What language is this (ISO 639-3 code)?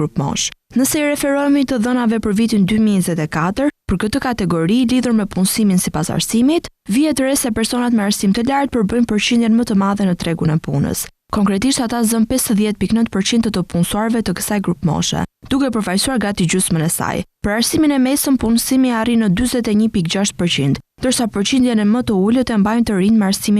sqi